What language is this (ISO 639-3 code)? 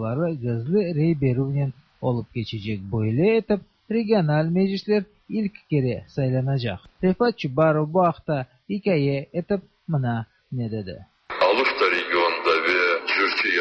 tat